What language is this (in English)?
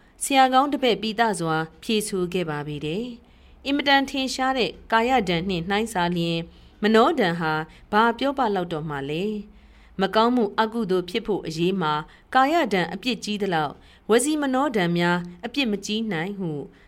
Burmese